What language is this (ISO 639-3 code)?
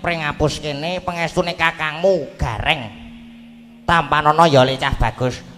jav